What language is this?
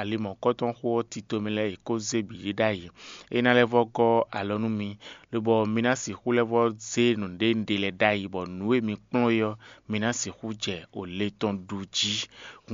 Fon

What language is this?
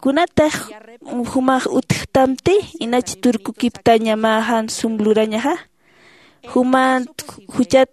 Aymara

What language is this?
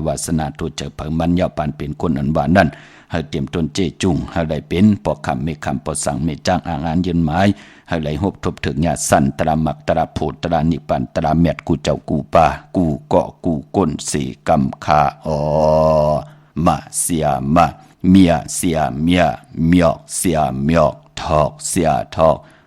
Shan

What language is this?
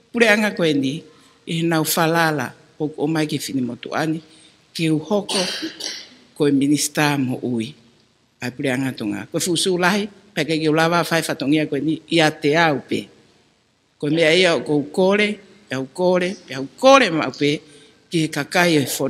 Tongan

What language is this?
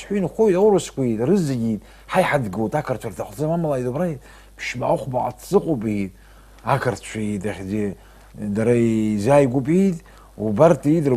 Abkhazian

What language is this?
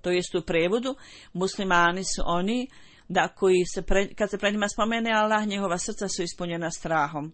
Bosnian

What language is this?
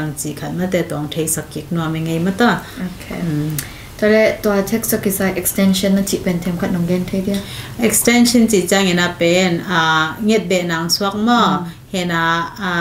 Tedim Chin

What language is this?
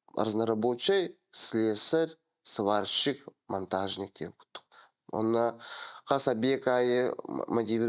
Yakut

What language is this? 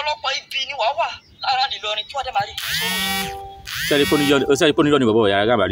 Yoruba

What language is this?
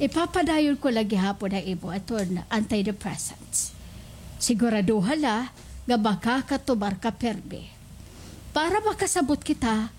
Waray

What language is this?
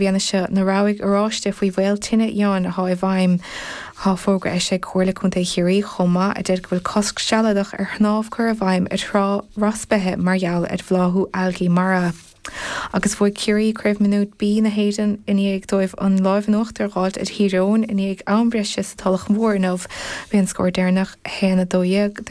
Irish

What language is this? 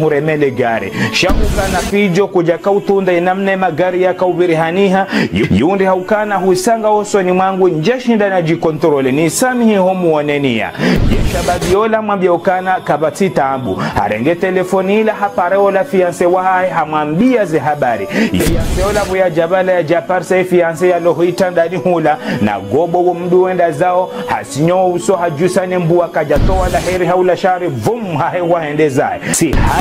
Ngazidja Comorian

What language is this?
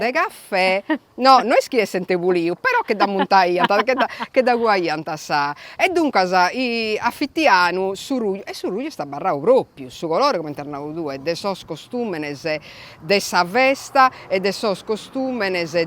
Sardinian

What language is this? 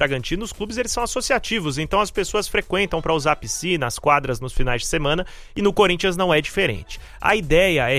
Portuguese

